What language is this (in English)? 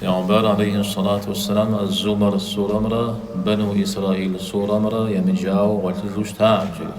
Kabardian